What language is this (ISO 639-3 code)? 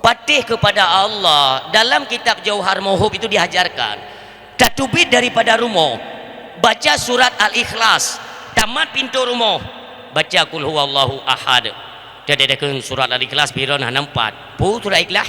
ace